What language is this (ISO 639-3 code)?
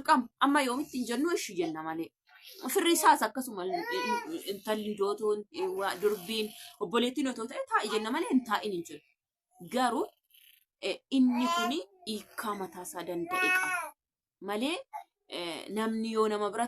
orm